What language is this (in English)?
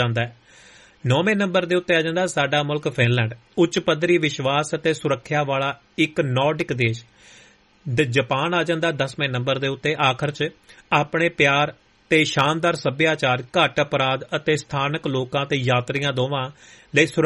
Punjabi